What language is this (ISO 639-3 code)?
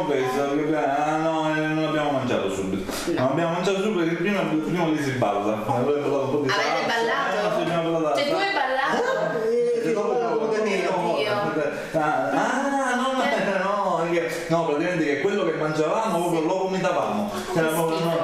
ita